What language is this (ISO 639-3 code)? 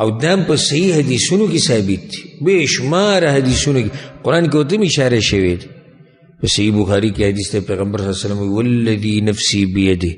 pus